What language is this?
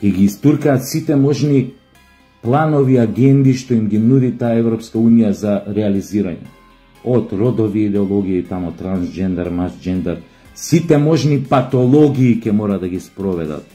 Macedonian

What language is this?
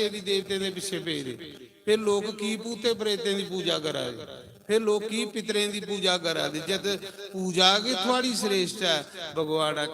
Dogri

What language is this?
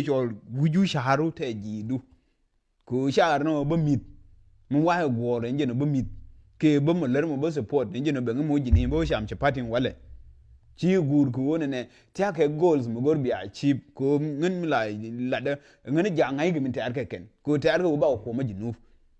Nuer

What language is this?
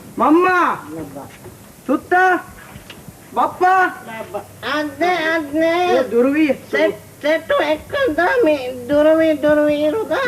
Divehi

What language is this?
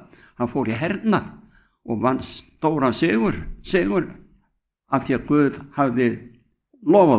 Icelandic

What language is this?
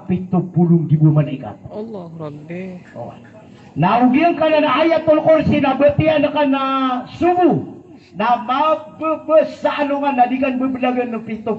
Maranao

